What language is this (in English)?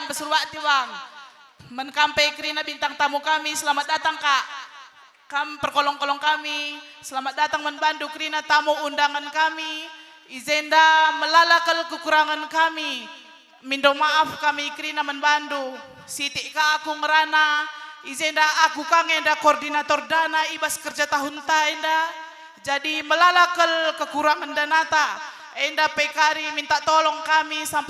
Batak Karo